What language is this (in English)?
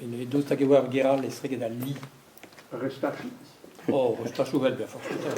Breton